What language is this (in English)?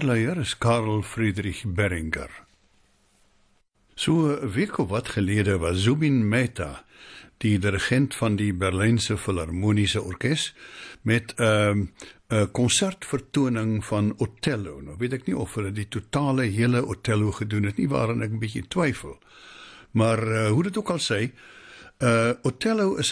Afrikaans